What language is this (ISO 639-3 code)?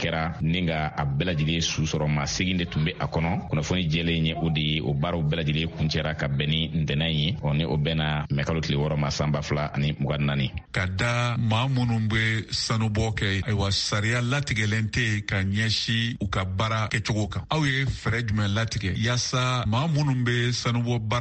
bam